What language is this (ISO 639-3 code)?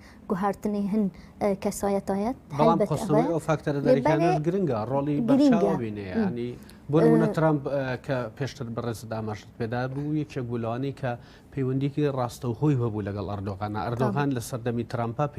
kur